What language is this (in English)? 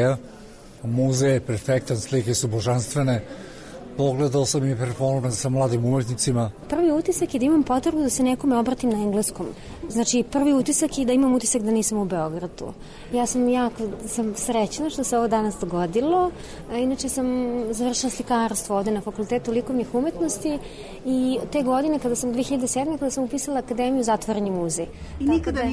Serbian